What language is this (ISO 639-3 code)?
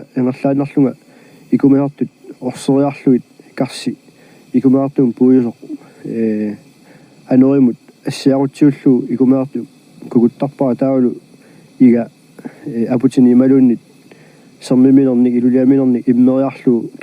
kal